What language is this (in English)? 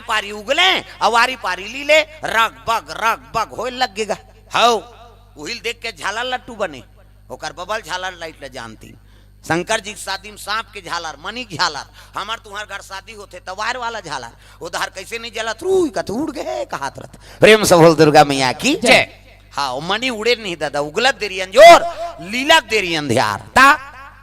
Chhattisgarhi